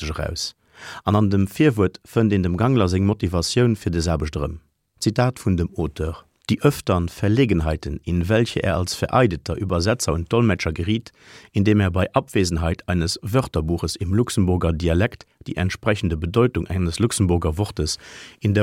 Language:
Luxembourgish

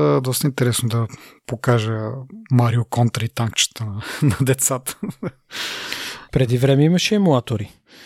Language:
Bulgarian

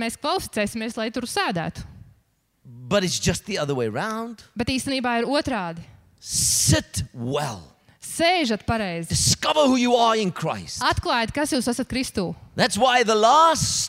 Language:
Latvian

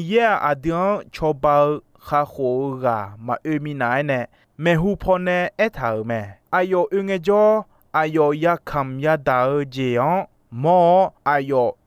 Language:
Akha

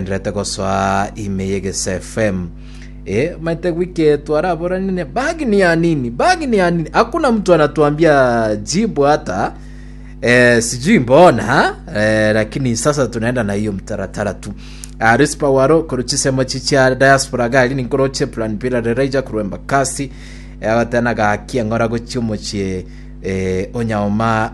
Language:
Gusii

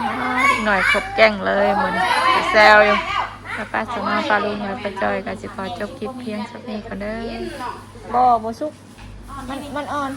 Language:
Northeastern Thai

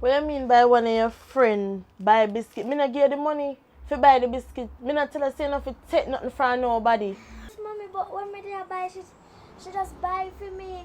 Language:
Jamaican Creole English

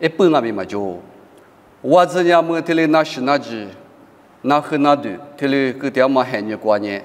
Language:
Lisu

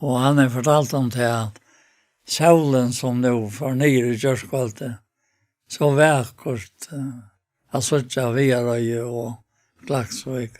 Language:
Faroese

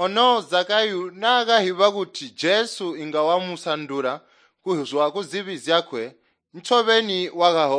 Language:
Tonga (Zambia)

